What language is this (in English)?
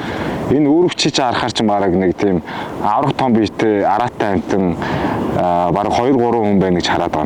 Mongolian